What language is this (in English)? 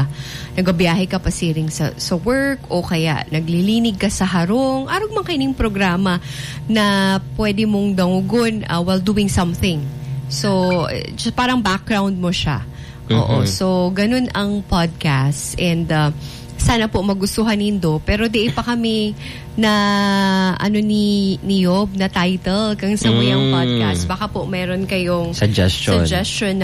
Bikol